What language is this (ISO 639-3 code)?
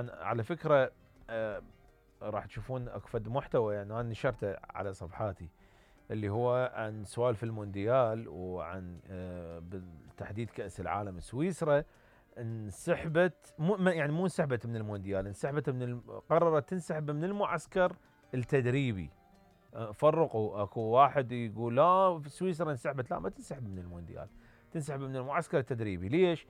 acm